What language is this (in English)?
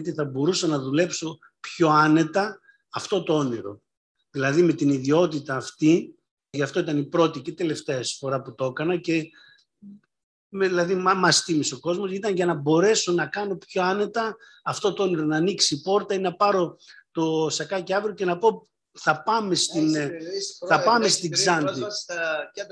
Greek